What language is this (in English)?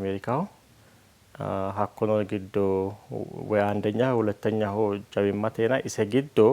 Sidamo